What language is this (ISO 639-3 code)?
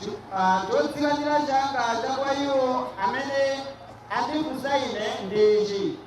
nya